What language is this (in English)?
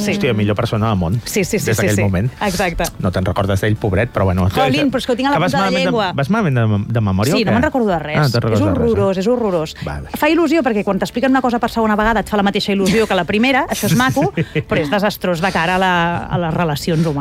Catalan